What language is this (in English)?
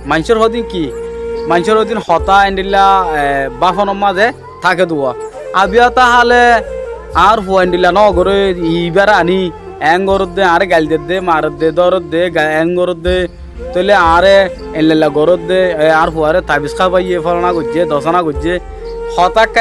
Rohingya